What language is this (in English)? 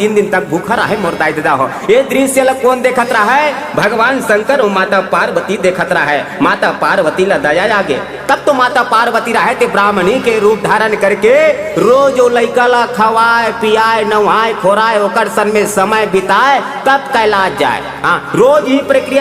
Chhattisgarhi